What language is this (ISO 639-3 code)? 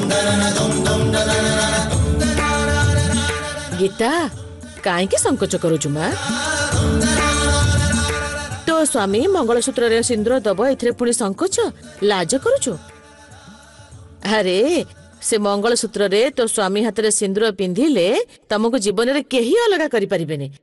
ori